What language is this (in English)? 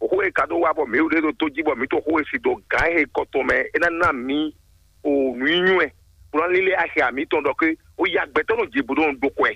Fon